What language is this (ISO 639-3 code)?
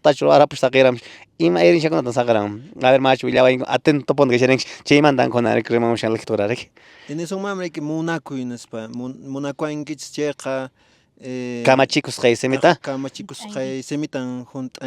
que